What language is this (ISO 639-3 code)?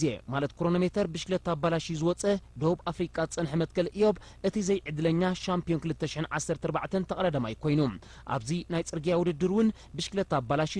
tir